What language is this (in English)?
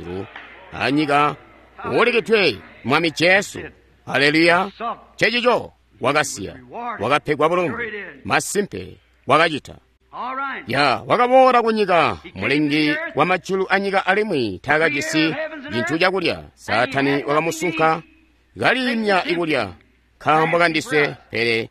Tonga (Zambia)